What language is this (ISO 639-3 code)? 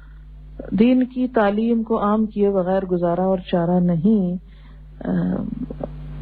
urd